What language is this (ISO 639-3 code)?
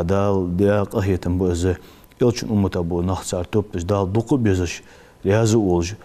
inh